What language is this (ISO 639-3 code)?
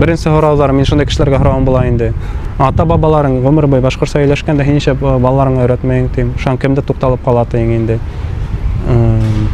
bak